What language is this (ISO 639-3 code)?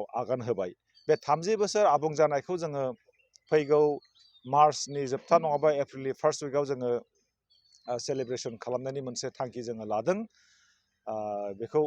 brx